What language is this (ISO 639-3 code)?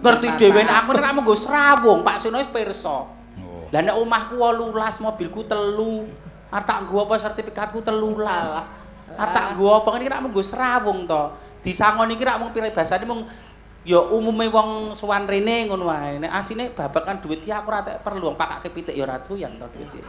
jav